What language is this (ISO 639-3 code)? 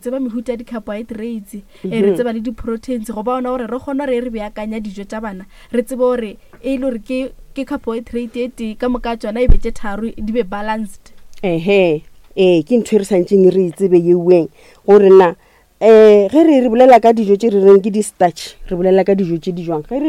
nso